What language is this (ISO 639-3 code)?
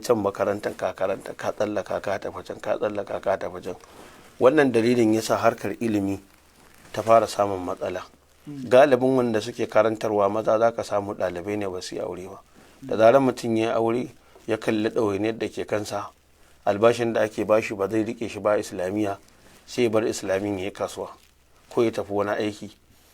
hau